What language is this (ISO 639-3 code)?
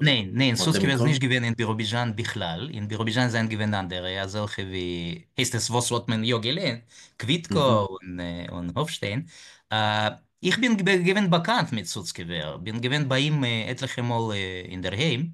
yid